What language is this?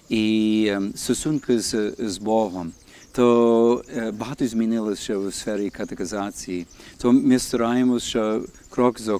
Ukrainian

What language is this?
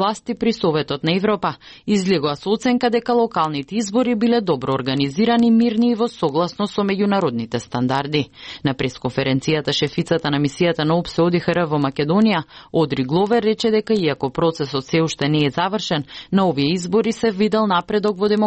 Macedonian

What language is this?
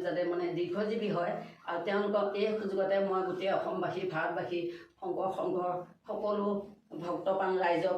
Assamese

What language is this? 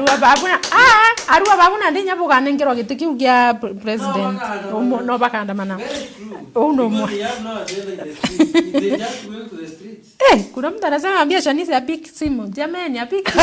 Meru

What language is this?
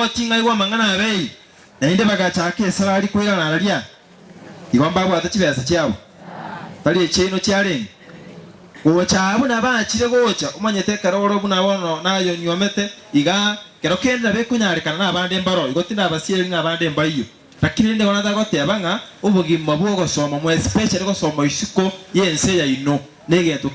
Gusii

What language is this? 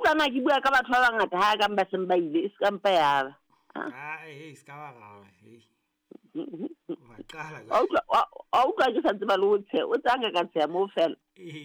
Southern Sotho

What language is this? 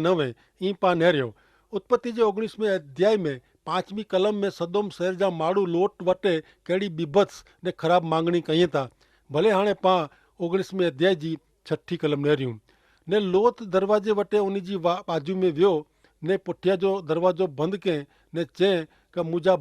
Kachhi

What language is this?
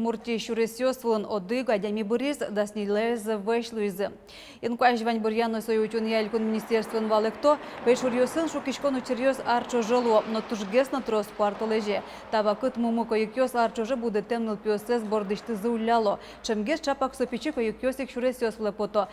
Udmurt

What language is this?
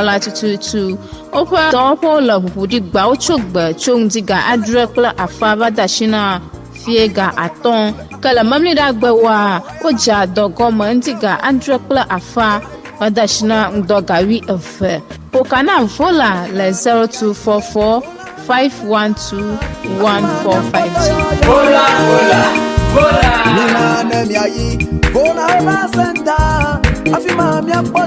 Ewe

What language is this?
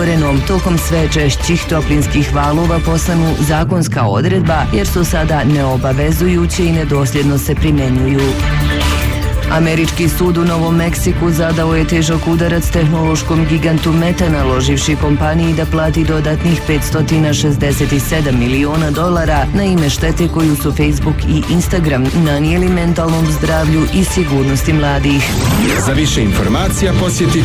Croatian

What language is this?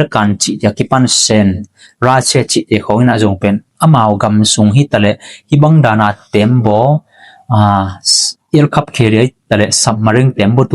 Tedim Chin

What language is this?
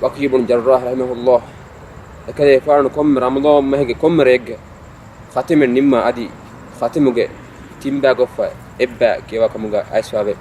Divehi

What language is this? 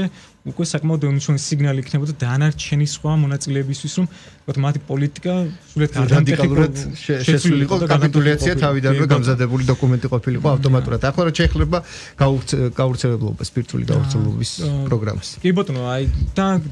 Georgian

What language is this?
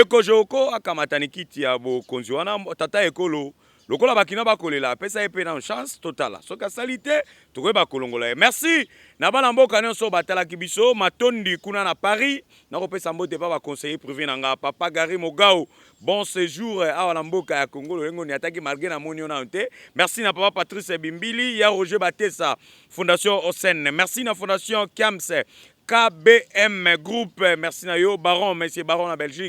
Lingala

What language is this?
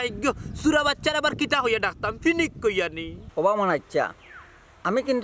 Sylheti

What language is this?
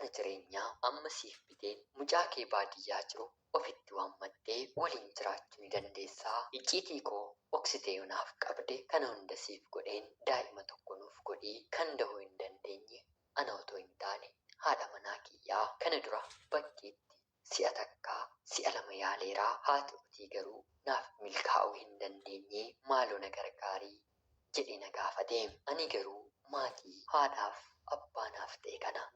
Oromo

